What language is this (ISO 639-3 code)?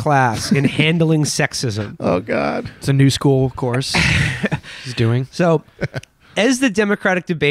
eng